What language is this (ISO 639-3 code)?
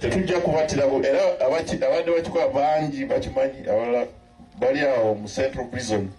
lug